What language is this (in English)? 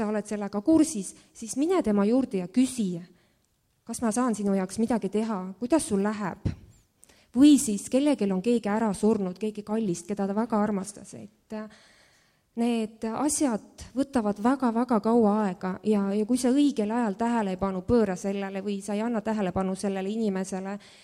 Estonian